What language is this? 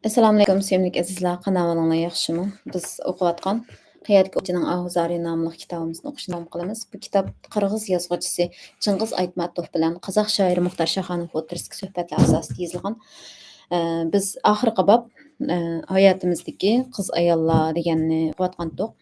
Uyghur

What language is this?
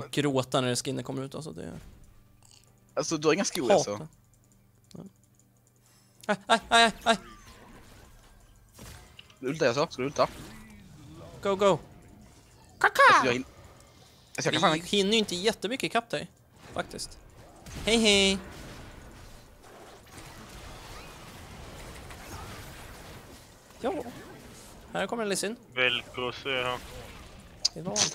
Swedish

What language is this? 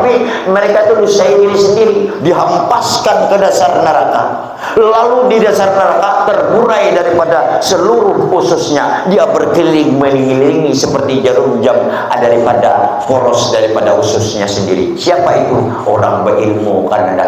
Banjar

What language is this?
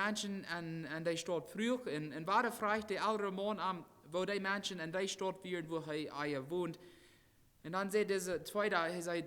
Plautdietsch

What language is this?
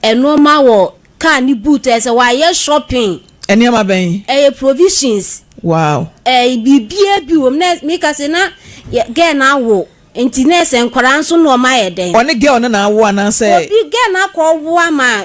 Akan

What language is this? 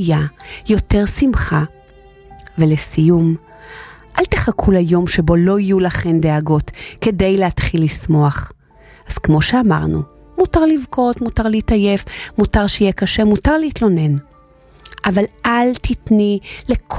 Hebrew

